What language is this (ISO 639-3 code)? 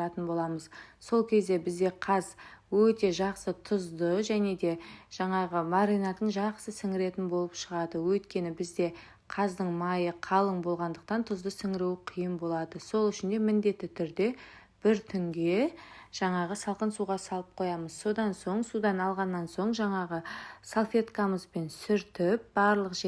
kaz